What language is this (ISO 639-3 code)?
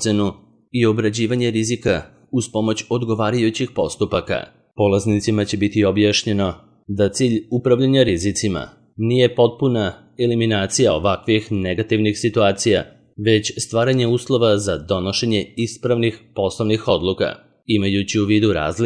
srp